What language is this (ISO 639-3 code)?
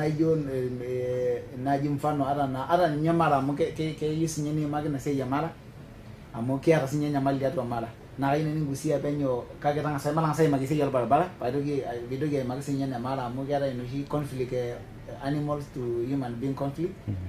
mas